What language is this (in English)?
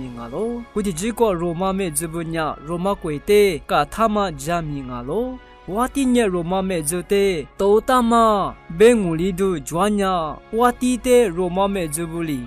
Lisu